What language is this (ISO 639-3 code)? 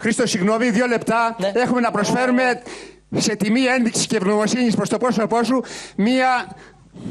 ell